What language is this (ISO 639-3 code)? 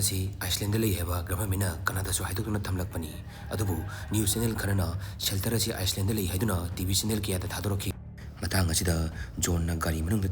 mni